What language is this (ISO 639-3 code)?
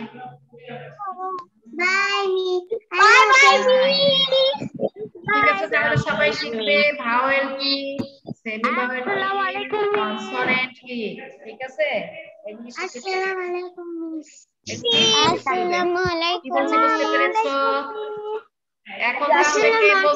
ben